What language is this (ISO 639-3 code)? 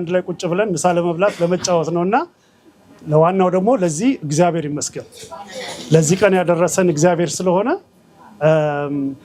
amh